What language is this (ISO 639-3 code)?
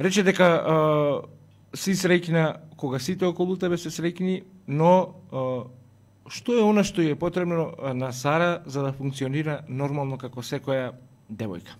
mkd